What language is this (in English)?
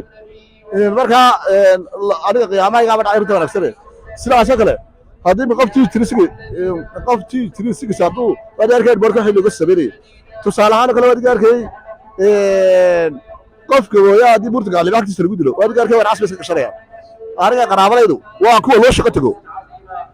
Somali